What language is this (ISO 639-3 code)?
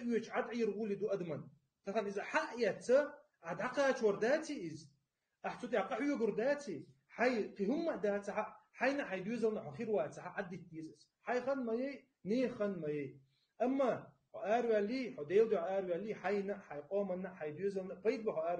che